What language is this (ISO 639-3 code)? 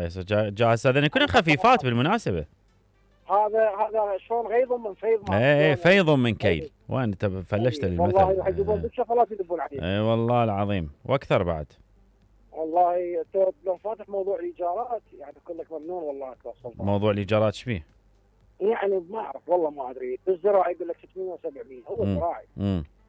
acm